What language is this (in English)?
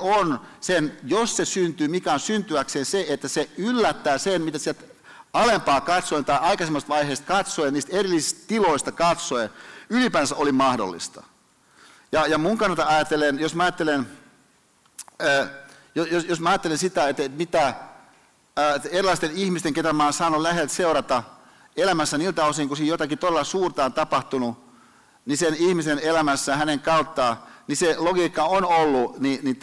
Finnish